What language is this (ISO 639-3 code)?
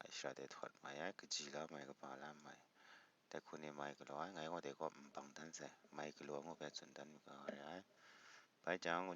kac